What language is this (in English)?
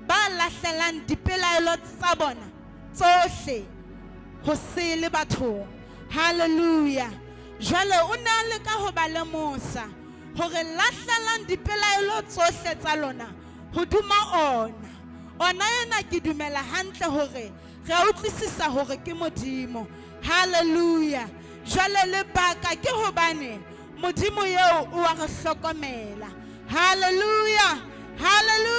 Southern Sotho